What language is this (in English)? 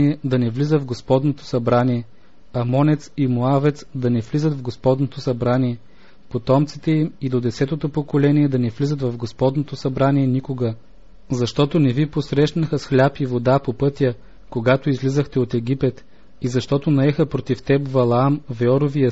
Bulgarian